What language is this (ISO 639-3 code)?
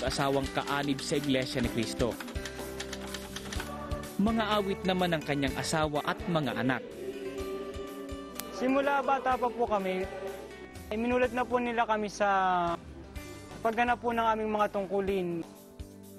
fil